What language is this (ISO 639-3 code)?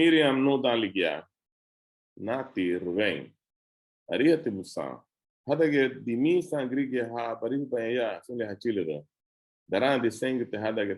cab